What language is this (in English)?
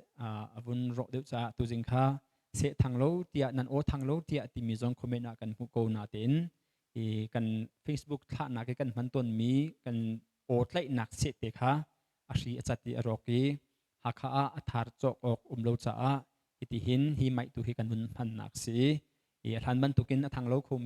Hakha Chin